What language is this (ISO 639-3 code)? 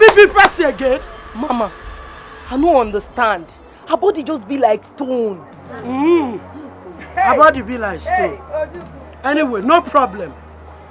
pcm